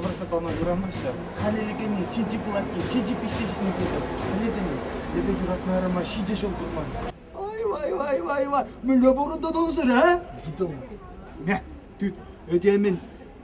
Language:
Chuvash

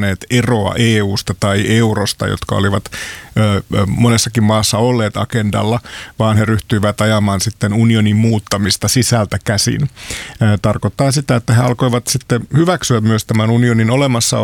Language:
Finnish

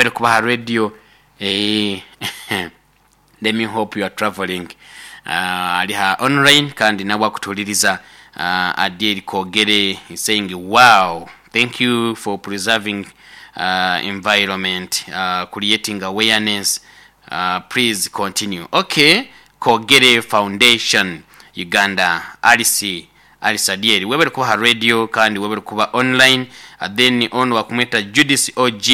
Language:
Nyoro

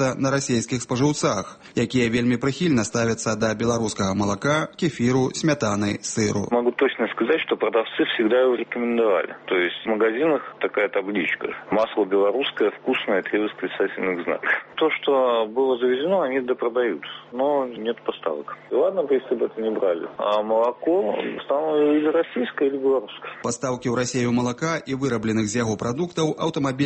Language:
Belarusian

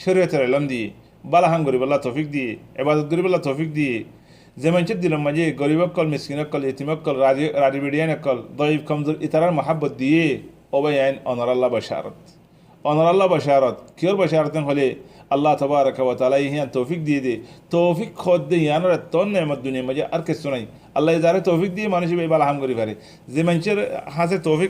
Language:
Rohingya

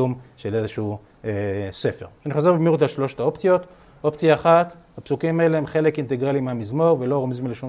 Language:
Hebrew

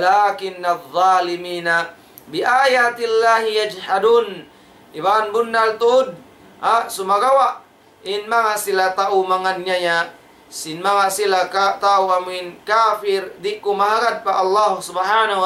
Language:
Tausug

